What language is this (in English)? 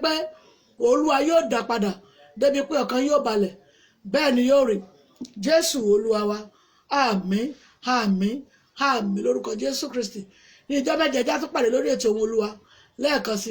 Yoruba